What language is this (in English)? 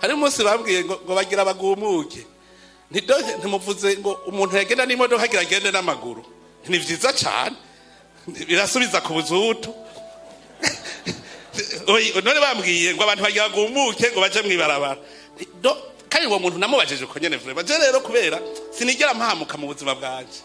Rundi